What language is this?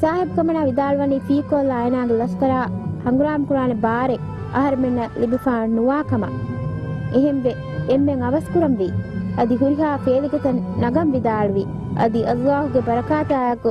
Divehi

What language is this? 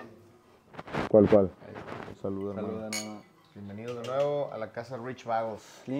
Spanish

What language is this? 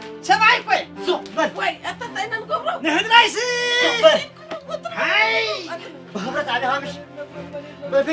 Tigrinya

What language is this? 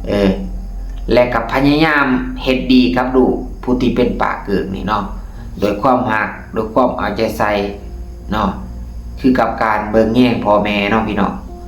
Lao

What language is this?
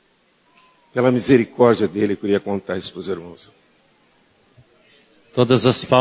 Portuguese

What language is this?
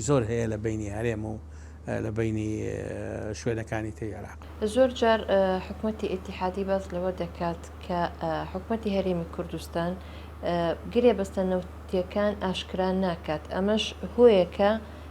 Central Kurdish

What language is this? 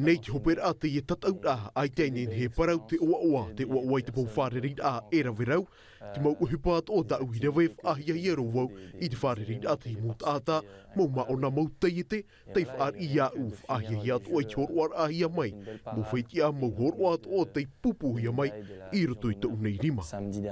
Tahitian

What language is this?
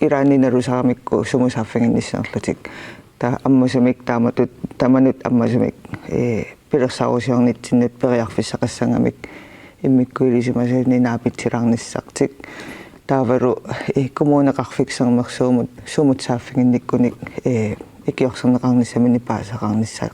Kalaallisut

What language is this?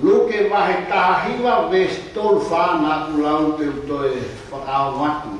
Tongan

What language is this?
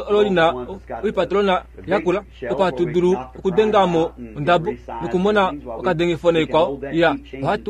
Kuanyama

